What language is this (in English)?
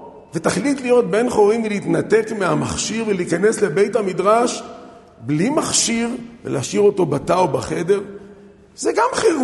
Hebrew